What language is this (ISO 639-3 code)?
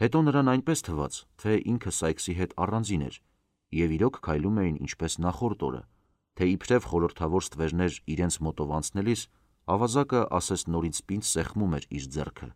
hye